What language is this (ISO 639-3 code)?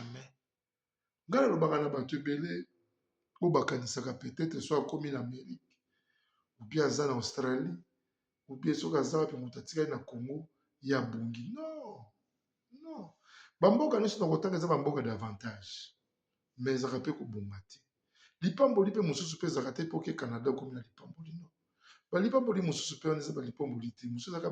lin